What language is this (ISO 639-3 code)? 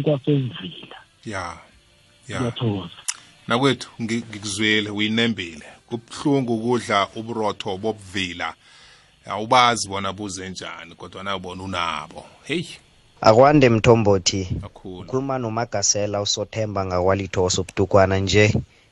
nbl